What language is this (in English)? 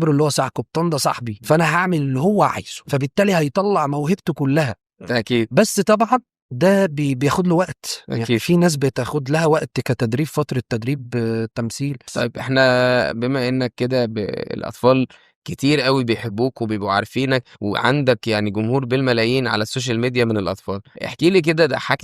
Egyptian Arabic